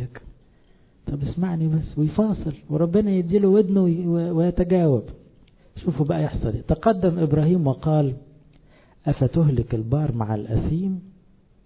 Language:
Egyptian Arabic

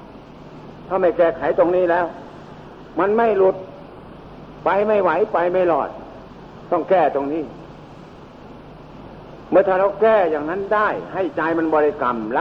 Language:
Thai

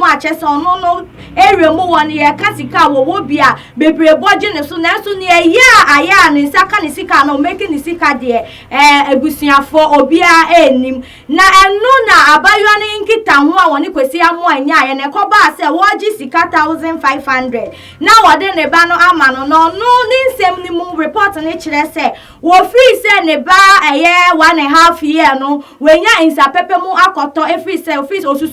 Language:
Akan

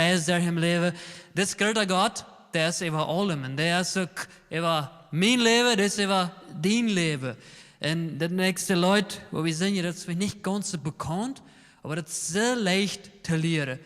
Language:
Plautdietsch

